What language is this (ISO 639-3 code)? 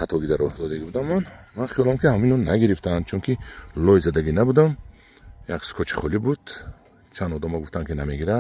tgk